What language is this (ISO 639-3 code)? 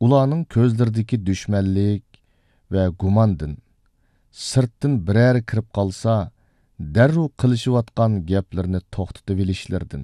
uig